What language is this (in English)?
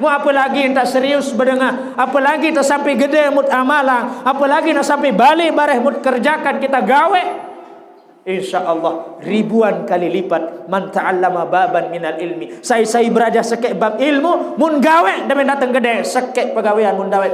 Sasak